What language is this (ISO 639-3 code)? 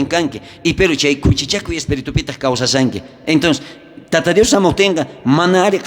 quh